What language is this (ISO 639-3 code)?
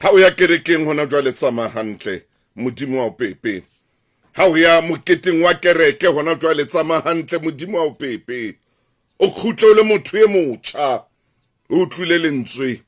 sot